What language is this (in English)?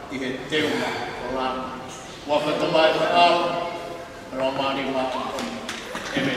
Tongan